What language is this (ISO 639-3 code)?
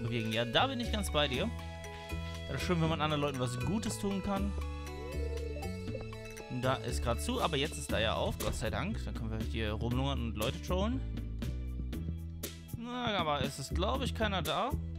deu